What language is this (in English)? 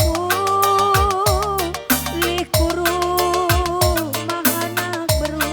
Batak Karo